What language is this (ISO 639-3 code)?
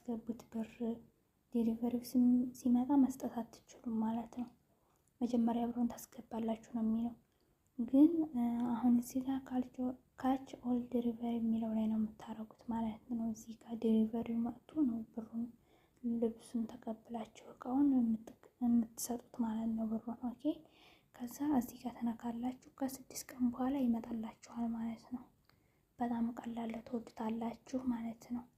amh